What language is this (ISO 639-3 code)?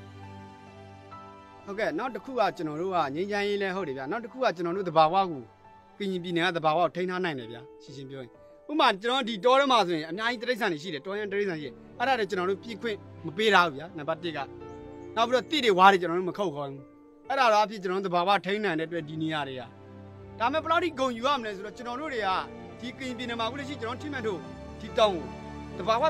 mya